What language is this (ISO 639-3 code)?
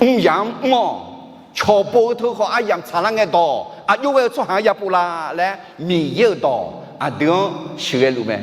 ahk